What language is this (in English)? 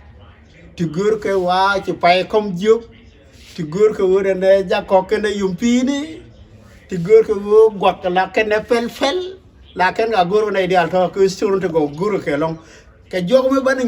Nuer